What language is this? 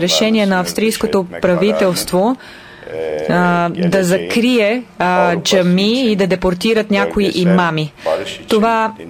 Bulgarian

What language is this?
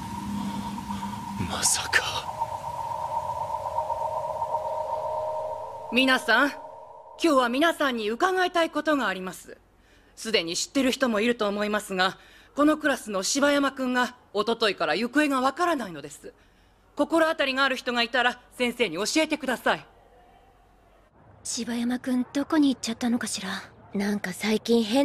Japanese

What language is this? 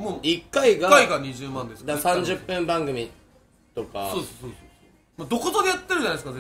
Japanese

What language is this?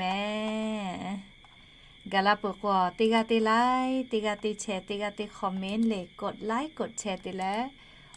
Lahu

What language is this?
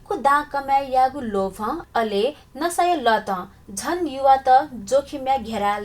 Newari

